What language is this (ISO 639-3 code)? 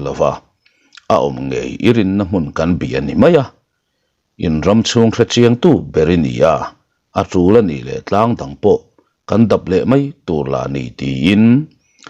lus